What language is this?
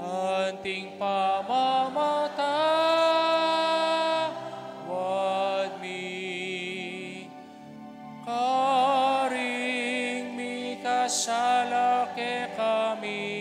Pampanga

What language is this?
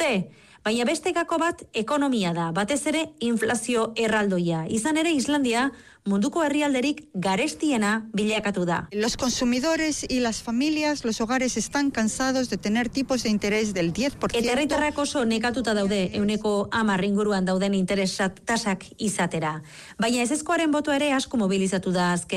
Basque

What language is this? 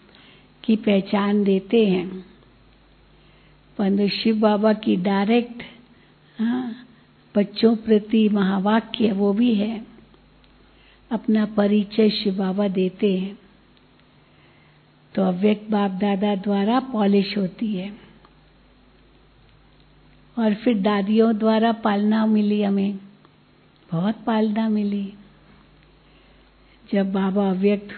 Hindi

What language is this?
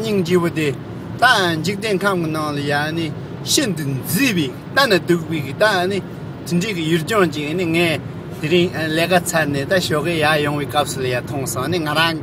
Tibetan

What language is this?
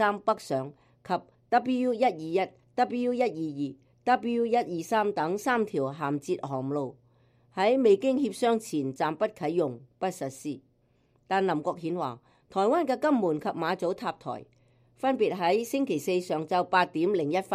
Cantonese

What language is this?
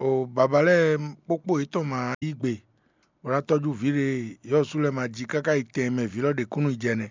Fon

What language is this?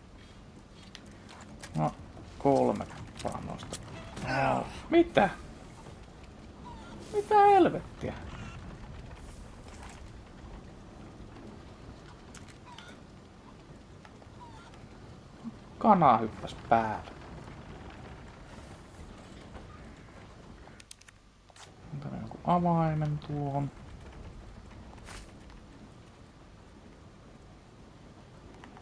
Finnish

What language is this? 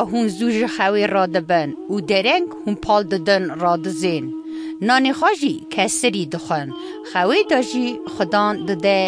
Kurdish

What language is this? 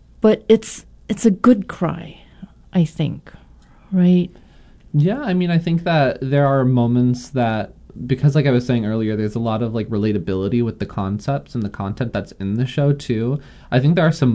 English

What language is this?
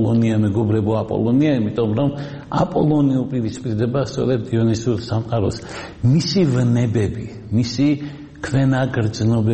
Georgian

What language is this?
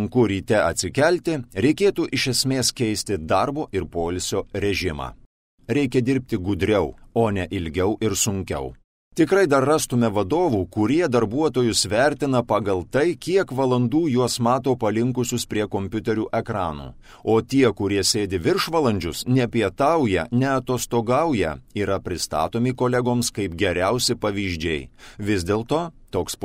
Lithuanian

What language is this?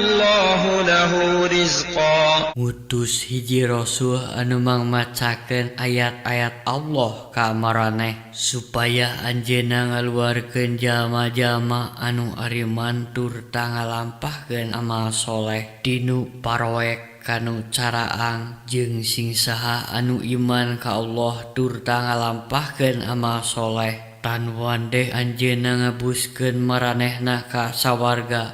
Sundanese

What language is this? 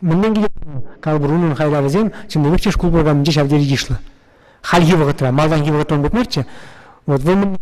Chuvash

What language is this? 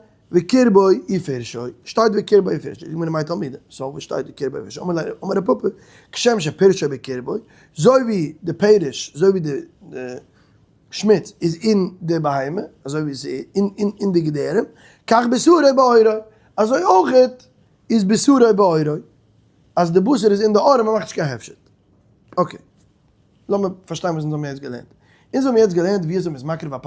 Yiddish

